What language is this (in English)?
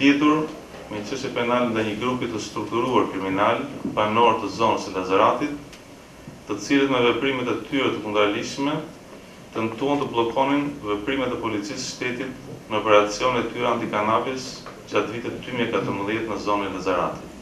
Albanian